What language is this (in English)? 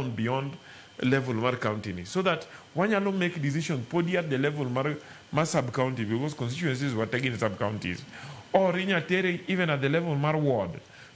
Luo (Kenya and Tanzania)